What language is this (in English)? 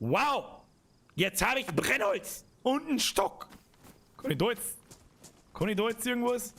Bavarian